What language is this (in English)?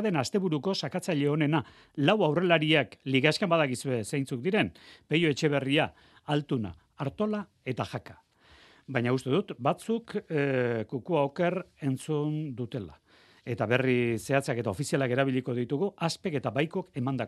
Basque